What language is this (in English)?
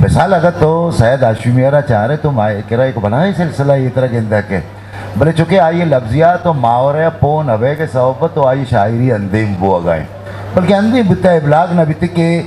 Eastern Balochi